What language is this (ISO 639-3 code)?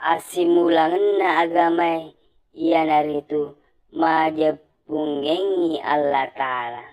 bug